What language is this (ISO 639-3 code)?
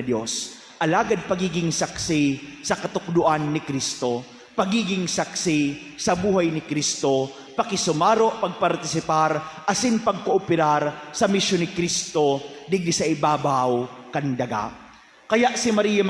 bik